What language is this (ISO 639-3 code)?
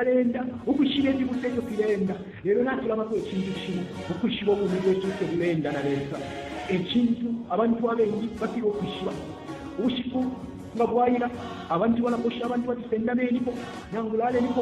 bem